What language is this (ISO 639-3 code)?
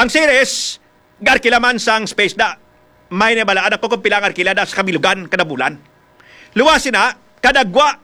hil